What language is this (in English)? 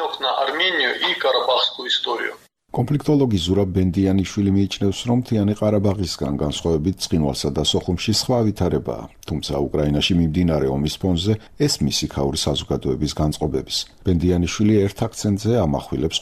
Georgian